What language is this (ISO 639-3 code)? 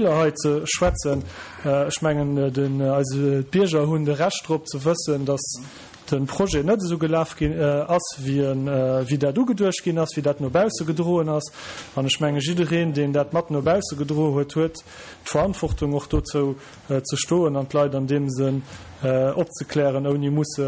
ltz